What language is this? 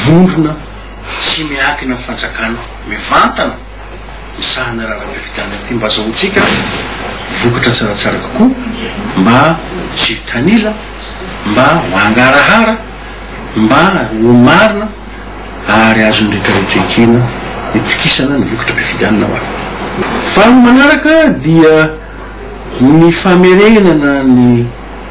Malagasy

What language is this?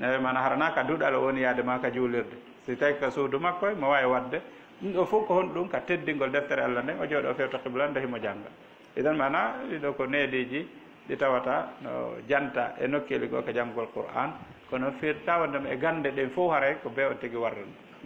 Fula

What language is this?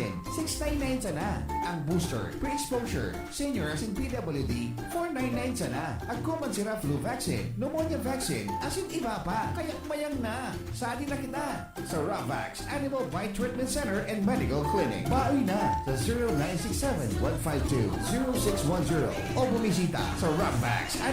Bikol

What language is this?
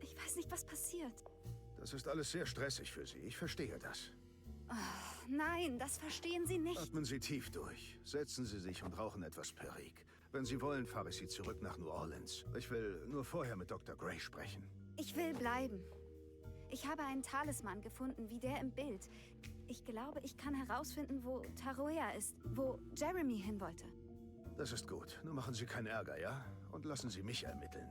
Bavarian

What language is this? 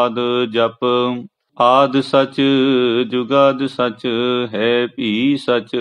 Punjabi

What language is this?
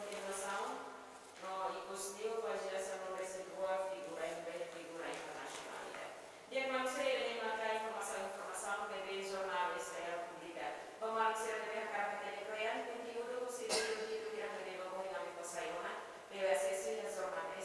Tetum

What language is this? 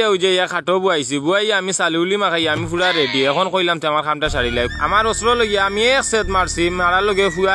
Sylheti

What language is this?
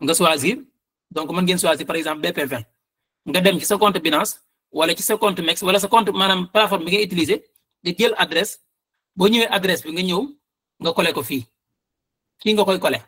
Wolof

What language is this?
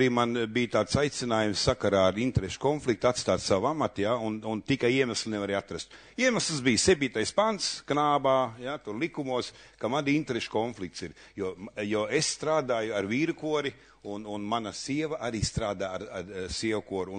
Latvian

